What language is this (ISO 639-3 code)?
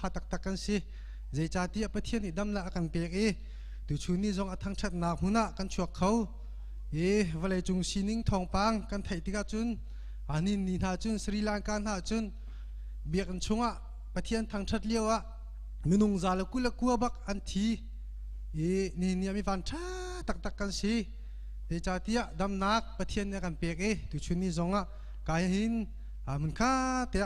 cnh